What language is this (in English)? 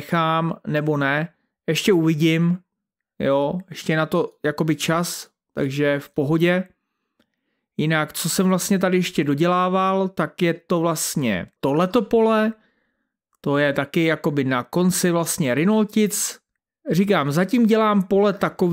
Czech